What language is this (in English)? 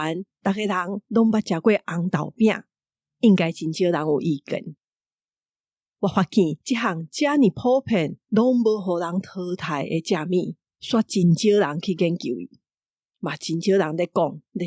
Min Nan Chinese